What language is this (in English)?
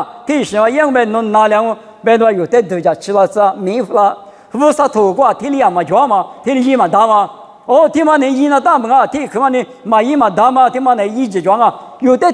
Lisu